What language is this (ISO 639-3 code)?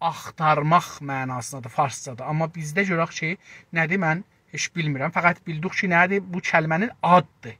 azb